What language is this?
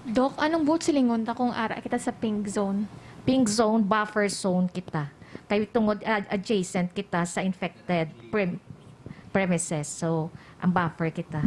Hiligaynon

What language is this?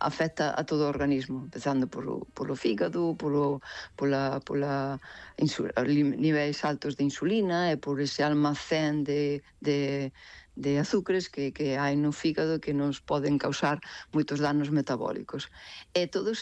Galician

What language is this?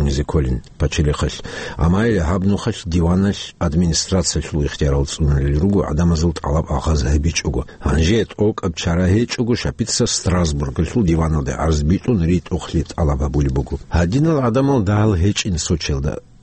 Avaric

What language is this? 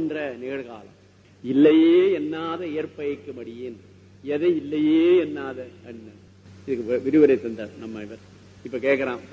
Tamil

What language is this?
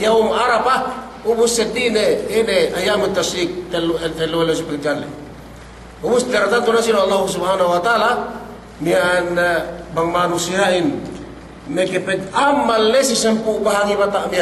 Yakan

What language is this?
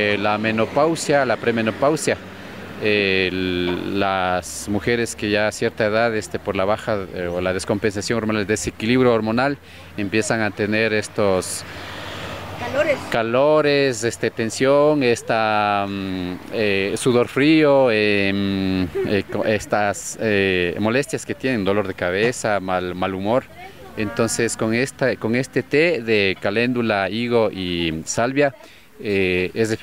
Spanish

